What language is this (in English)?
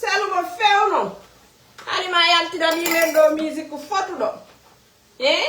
Fula